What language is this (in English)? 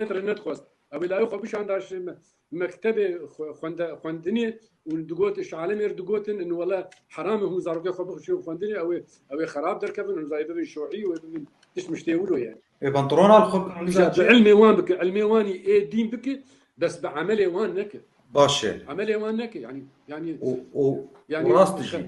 Kurdish